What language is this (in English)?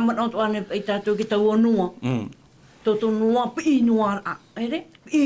Tahitian